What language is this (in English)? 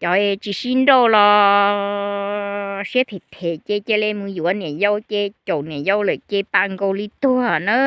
Hmong